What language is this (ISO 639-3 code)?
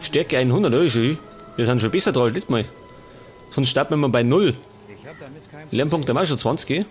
bar